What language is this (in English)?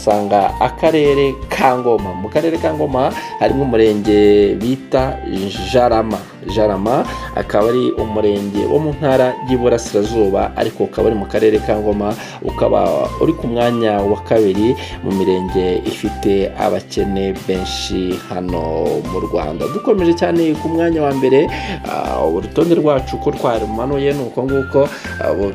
Kinyarwanda